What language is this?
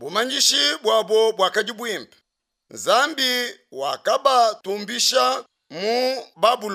Luba-Lulua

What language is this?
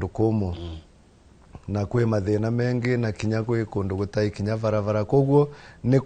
Kikuyu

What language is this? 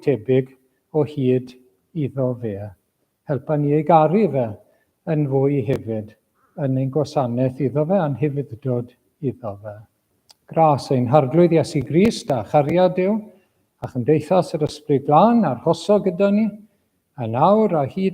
Welsh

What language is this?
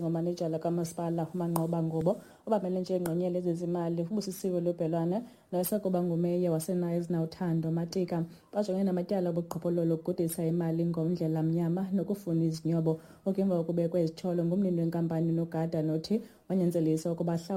Xhosa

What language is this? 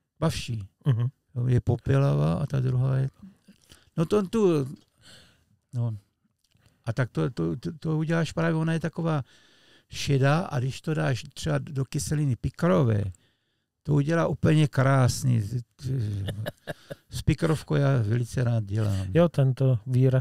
Czech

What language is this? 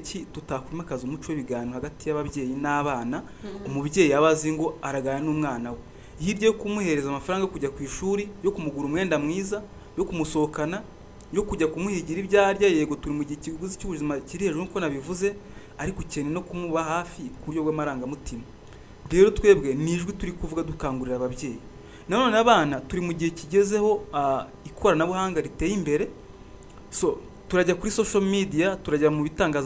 Kinyarwanda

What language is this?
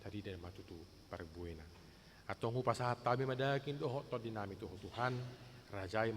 Batak Toba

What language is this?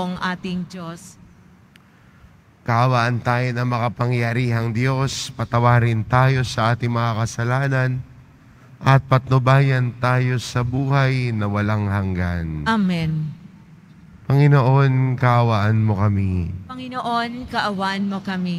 Filipino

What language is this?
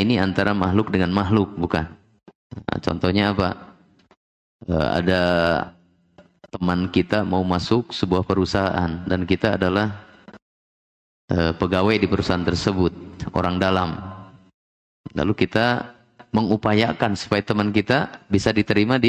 Indonesian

